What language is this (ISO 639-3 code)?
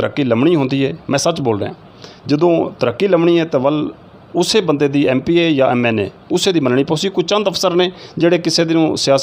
skr